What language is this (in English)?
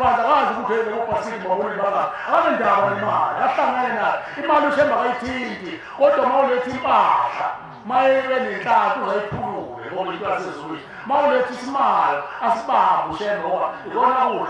Zulu